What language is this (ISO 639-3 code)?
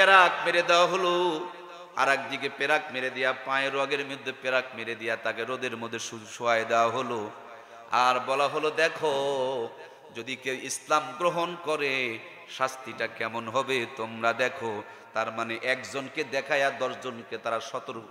ben